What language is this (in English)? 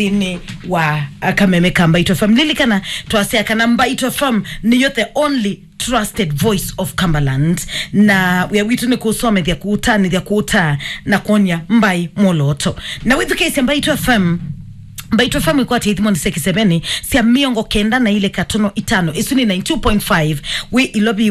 Kamba